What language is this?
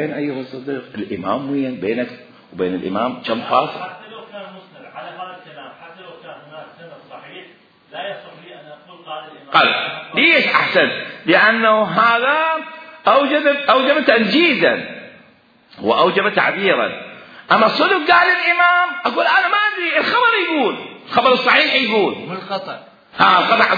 Mesopotamian Arabic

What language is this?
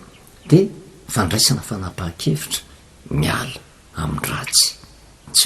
Malagasy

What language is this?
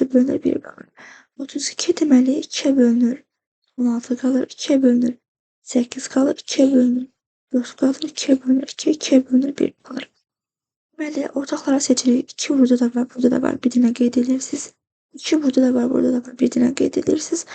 Azerbaijani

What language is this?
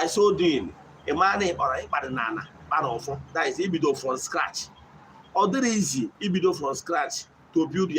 Igbo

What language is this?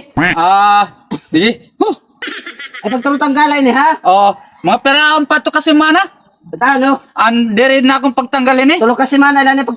Waray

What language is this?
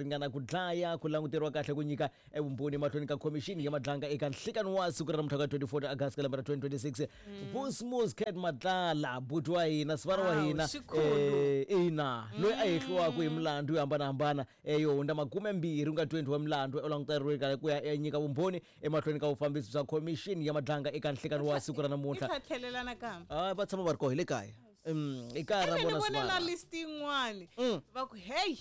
Tsonga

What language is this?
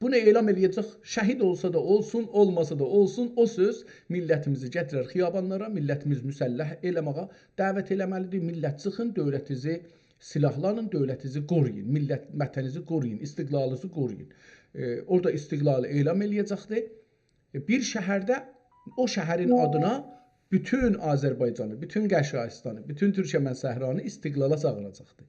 South Azerbaijani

